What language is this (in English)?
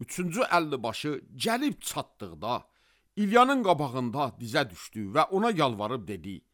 Azerbaijani